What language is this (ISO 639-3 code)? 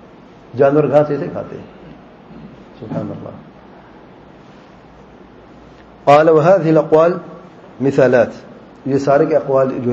urd